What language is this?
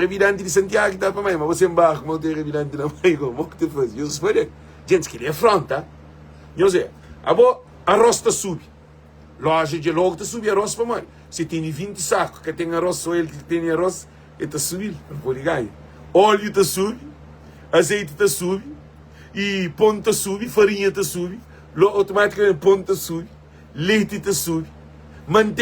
Kabuverdianu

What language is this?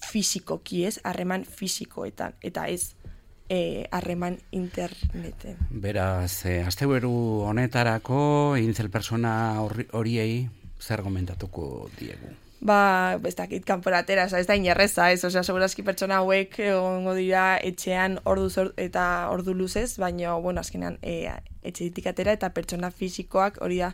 Basque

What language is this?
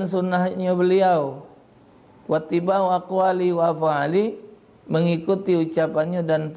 Musi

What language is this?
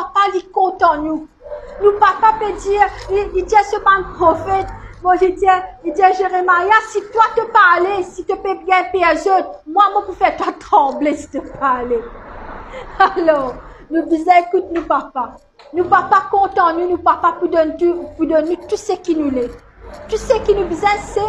Morisyen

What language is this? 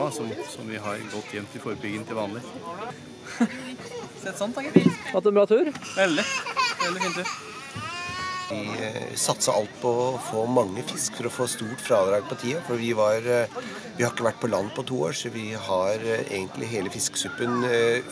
Norwegian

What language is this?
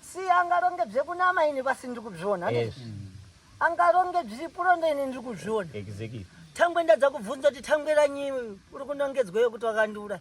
Shona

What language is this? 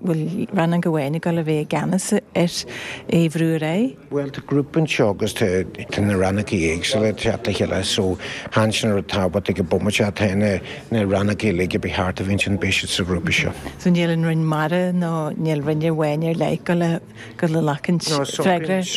Irish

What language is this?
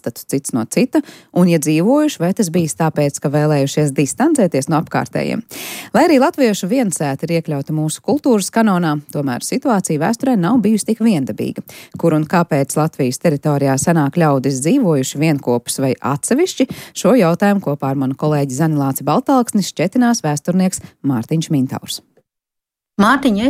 Latvian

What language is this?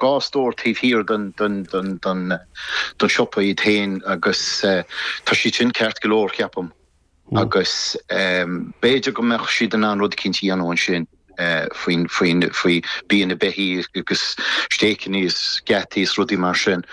Irish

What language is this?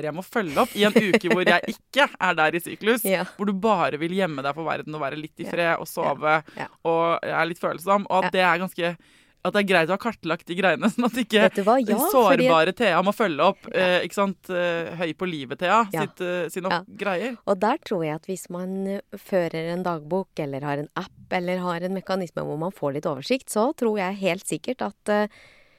Norwegian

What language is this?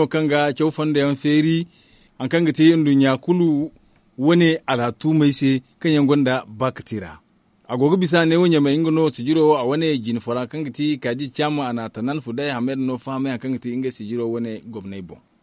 Zarma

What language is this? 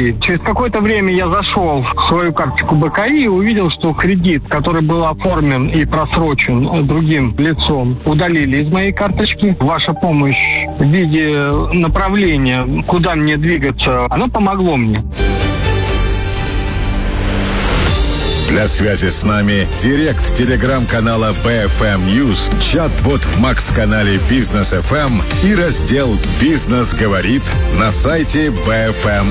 Russian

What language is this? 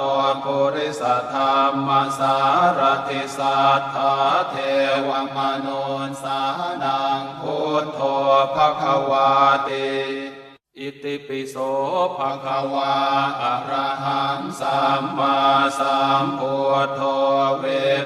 Pali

